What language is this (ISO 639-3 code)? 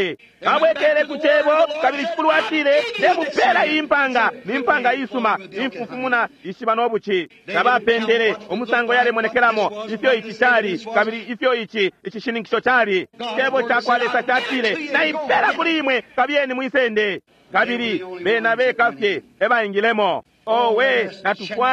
bem